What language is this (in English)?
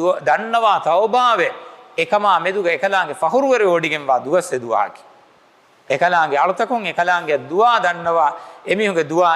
Divehi